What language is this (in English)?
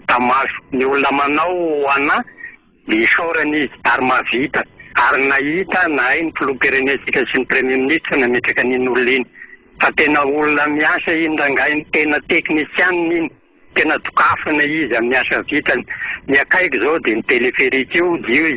Malagasy